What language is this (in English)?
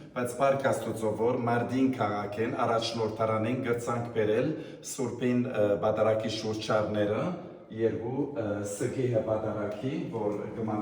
Western Armenian